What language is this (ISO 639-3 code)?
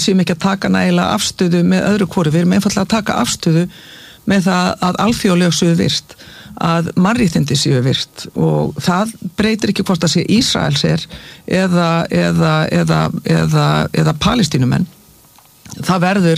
isl